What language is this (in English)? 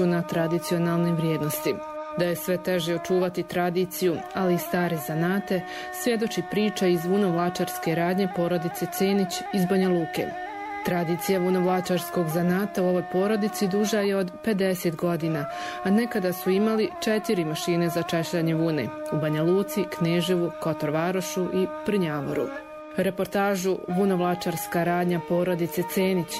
Serbian